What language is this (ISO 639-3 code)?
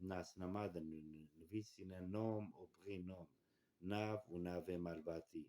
kur